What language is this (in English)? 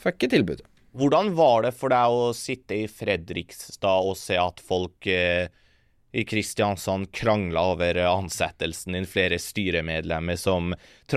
Norwegian